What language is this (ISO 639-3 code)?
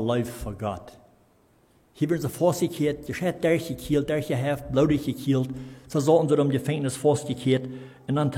pdt